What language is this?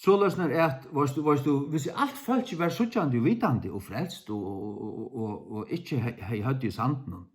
Faroese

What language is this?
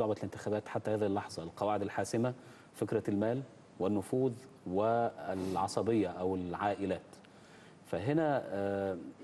Arabic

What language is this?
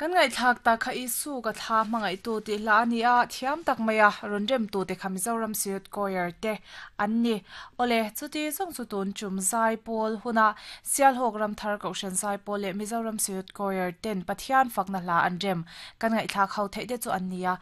Mizo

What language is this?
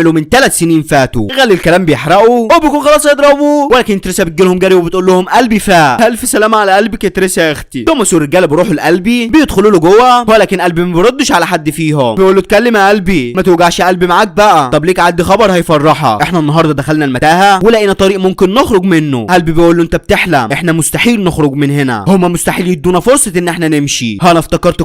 Egyptian Arabic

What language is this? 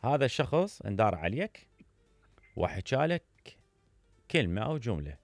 Mesopotamian Arabic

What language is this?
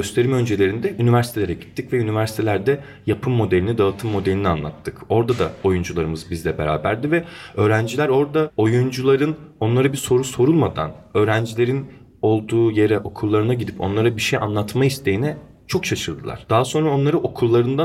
Turkish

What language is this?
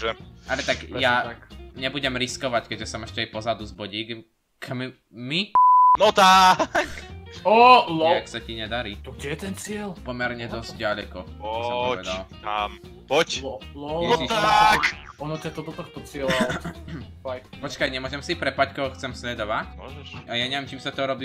Slovak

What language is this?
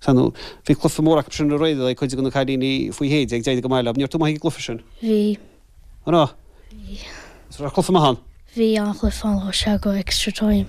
Irish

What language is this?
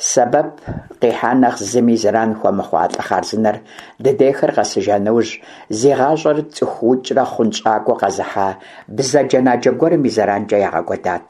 Kabardian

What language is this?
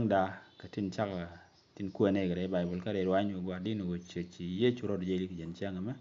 Nuer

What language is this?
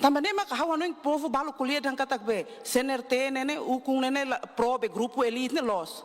Tetum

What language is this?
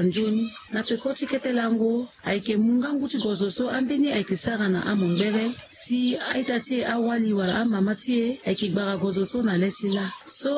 Sango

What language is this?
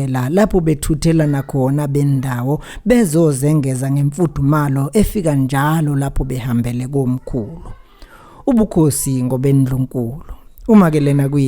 Zulu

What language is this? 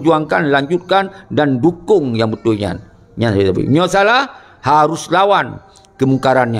Achinese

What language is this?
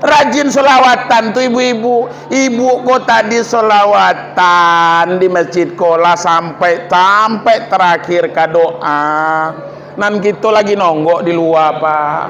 Minangkabau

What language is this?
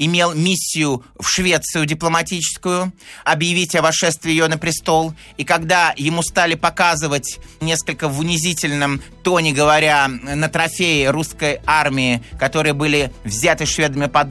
Russian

